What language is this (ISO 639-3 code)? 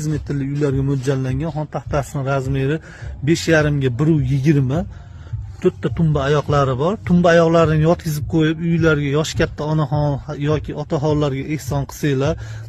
uzb